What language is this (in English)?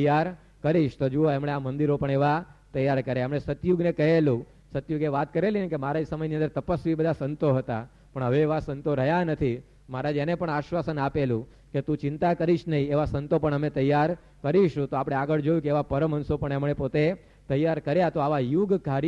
Gujarati